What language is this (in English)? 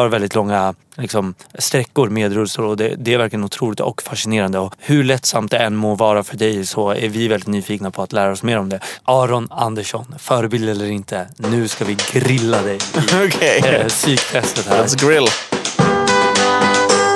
Swedish